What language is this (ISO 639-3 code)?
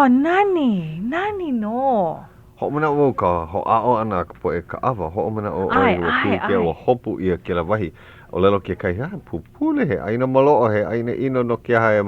haw